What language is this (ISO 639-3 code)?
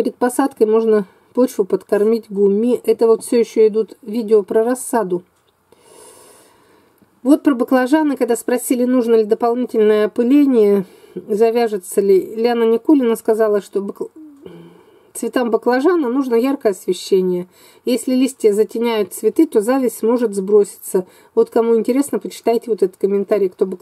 rus